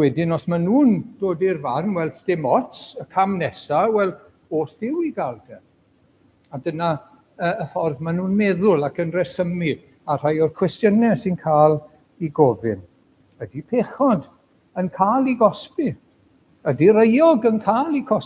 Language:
Welsh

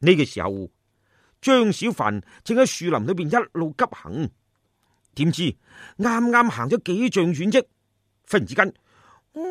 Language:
Cantonese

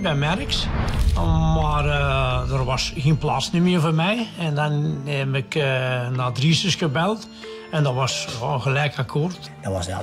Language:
Dutch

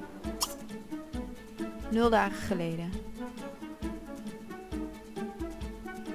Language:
Dutch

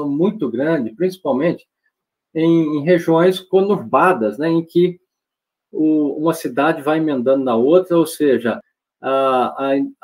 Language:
Portuguese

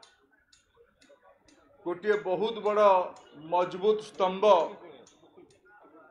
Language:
Odia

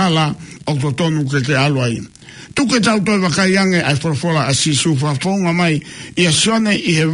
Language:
Tongan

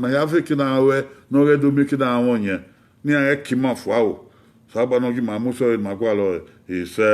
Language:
Bini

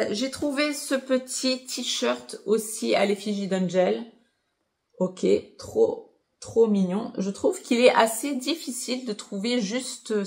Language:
French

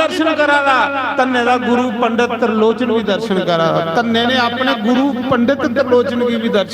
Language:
Dogri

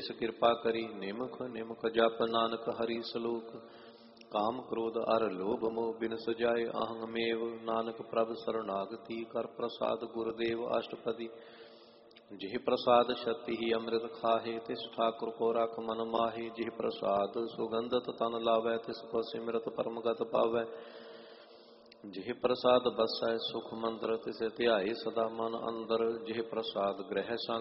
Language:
Punjabi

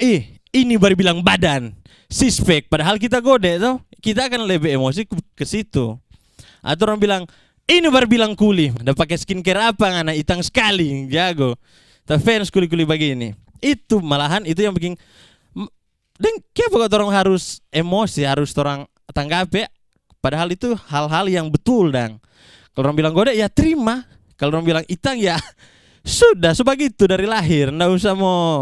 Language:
Manado Malay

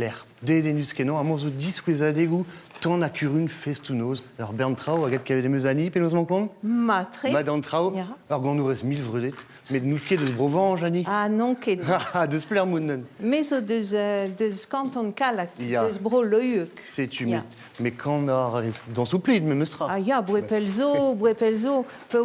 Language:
Breton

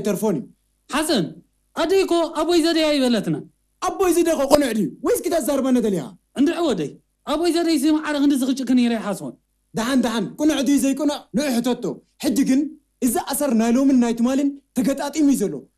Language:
Tigrinya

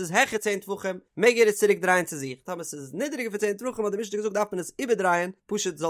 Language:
Yiddish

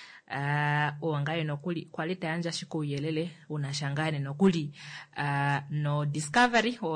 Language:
Kuanyama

